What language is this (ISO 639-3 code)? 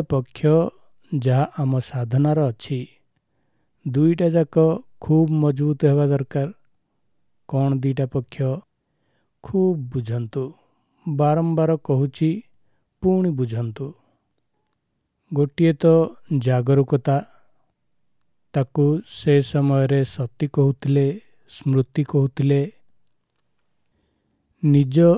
ori